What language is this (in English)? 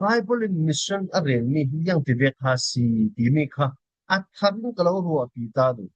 Falam Chin